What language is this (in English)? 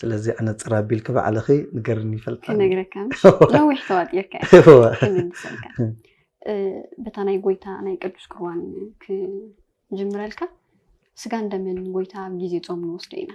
Tigrinya